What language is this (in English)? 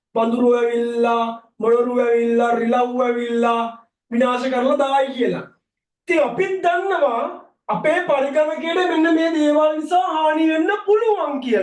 Sinhala